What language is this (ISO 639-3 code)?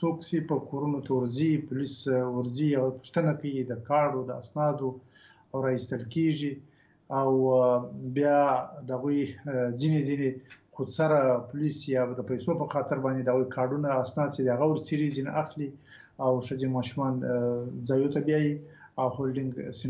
pus